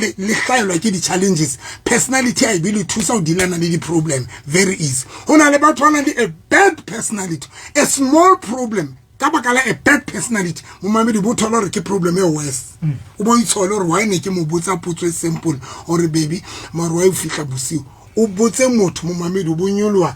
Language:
Southern Sotho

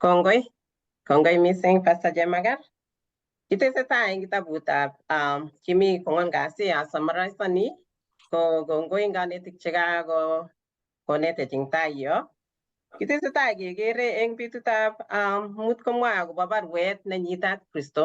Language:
Kalenjin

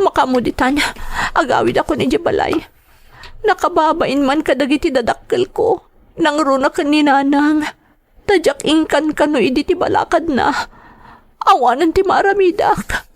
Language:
Iloko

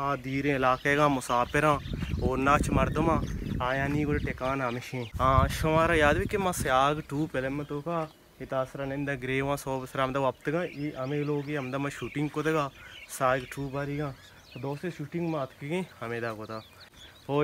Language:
Baluchi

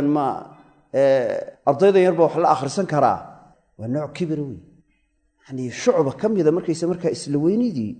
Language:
Somali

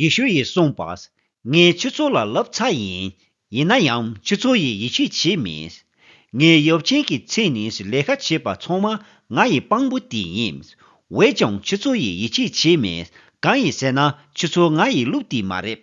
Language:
Tibetan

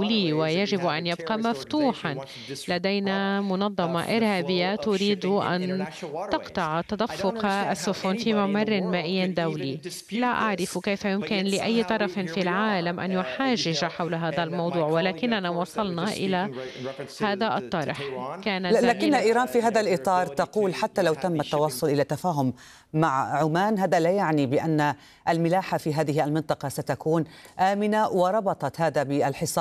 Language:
Arabic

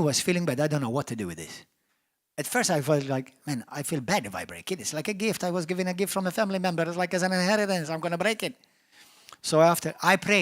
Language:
English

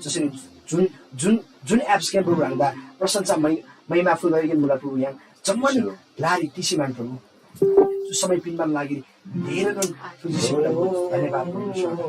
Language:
Eastern Tamang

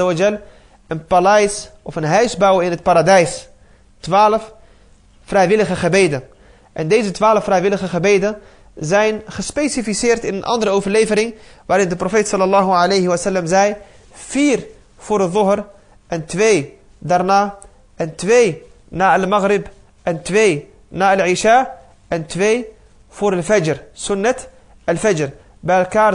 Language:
Dutch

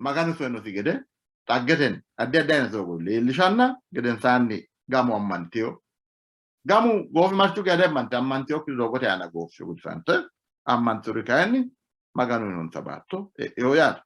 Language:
Sidamo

